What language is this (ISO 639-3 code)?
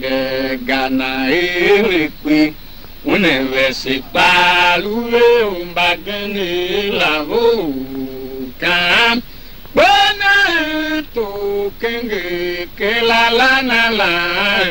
tiv